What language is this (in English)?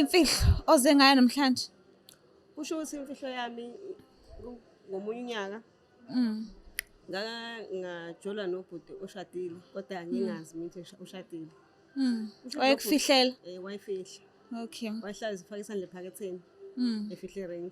Zulu